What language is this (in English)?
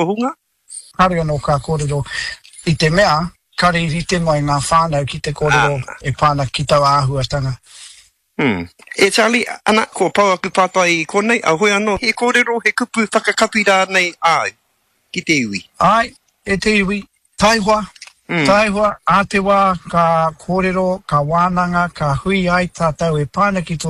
Māori